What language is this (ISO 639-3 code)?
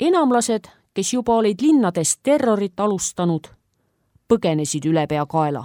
est